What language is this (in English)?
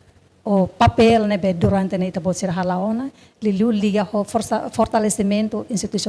Tetum